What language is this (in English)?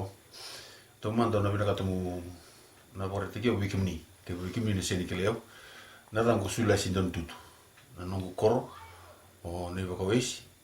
Fijian